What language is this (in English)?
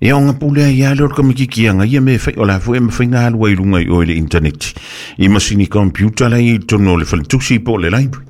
Samoan